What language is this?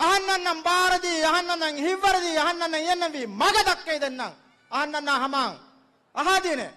Divehi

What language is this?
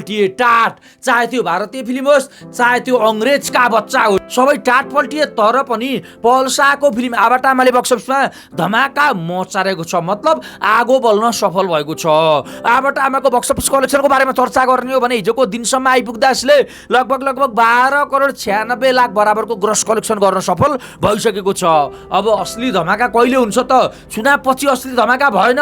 Nepali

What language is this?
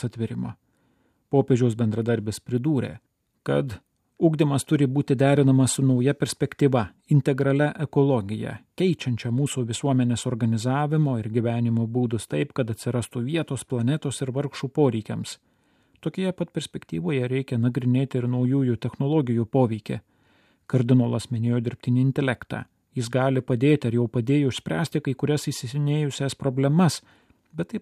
Lithuanian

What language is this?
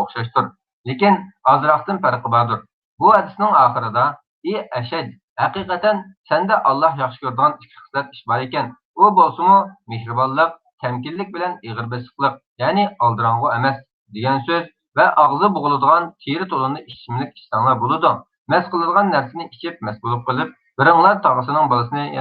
Uyghur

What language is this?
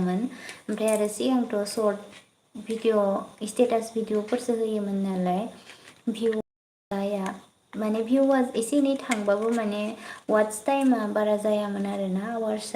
Bodo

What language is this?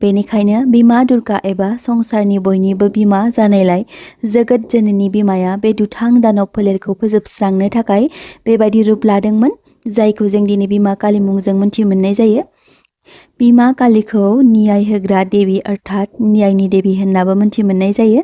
Bodo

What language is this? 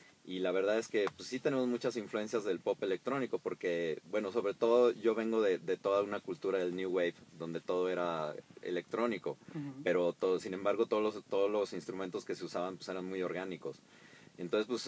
Spanish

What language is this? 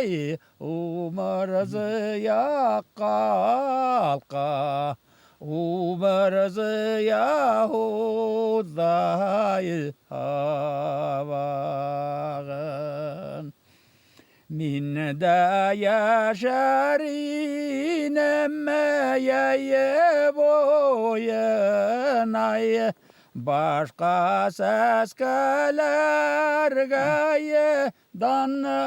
Bashkir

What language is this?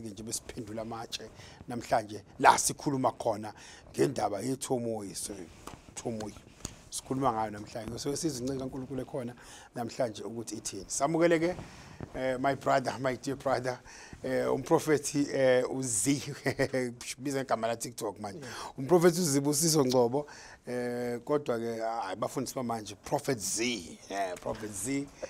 Zulu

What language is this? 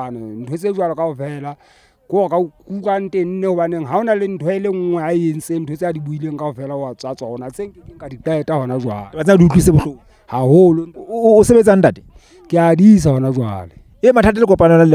Southern Sotho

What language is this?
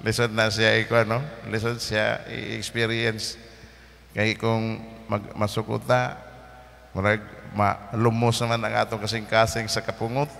Cebuano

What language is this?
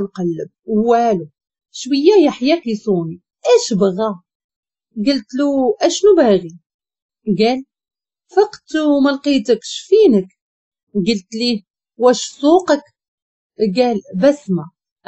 Moroccan Arabic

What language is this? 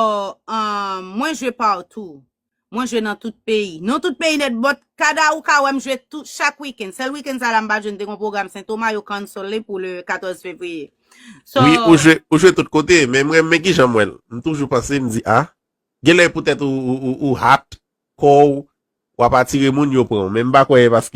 Haitian Creole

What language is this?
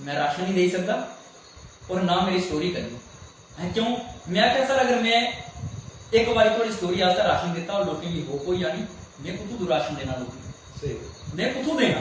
Dogri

